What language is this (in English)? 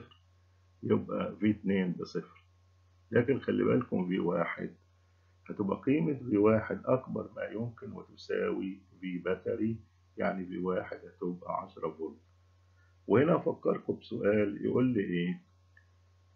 Egyptian Arabic